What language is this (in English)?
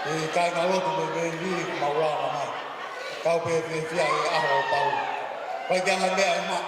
Tongan